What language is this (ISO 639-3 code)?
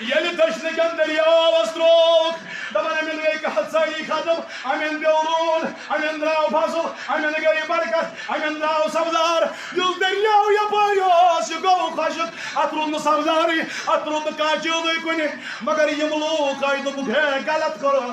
kas